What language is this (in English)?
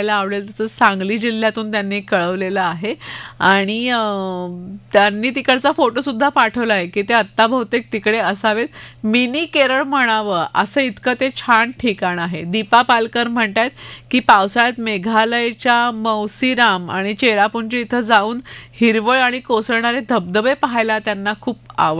Marathi